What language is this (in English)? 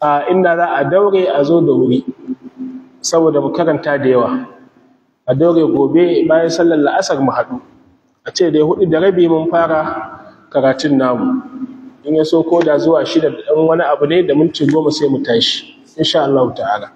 Hausa